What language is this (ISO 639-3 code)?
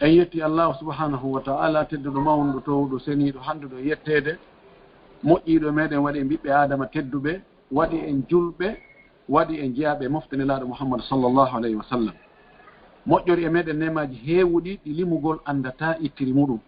ful